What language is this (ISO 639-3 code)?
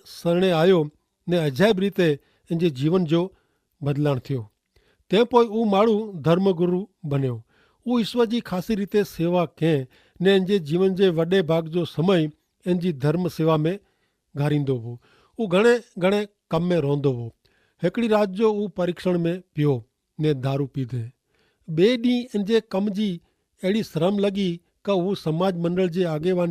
kfr